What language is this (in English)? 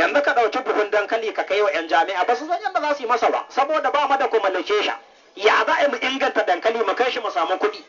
Hausa